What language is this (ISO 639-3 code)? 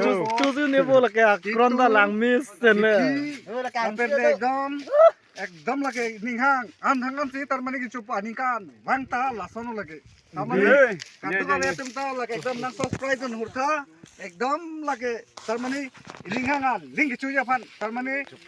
mjw